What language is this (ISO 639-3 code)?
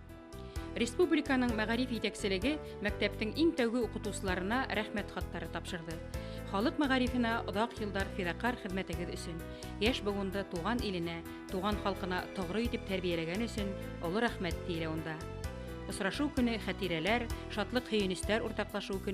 bak